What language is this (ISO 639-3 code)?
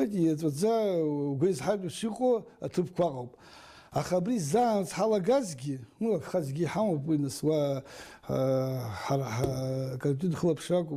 abk